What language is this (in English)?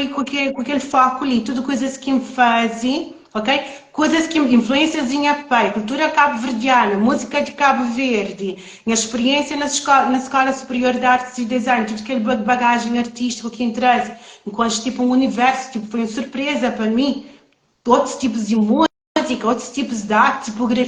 Kabuverdianu